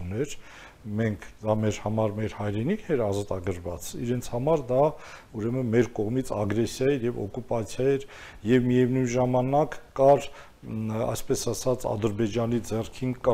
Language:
Armenian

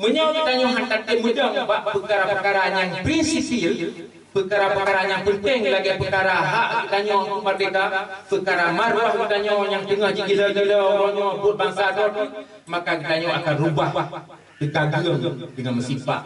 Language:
Achinese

